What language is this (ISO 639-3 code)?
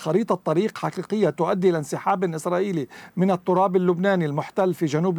ara